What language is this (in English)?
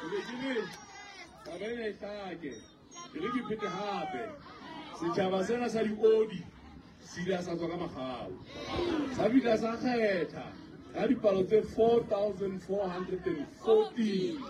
Southern Sotho